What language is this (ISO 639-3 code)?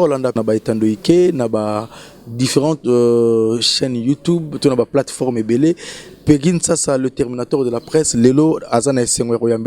lin